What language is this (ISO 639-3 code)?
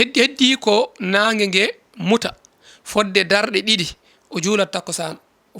ful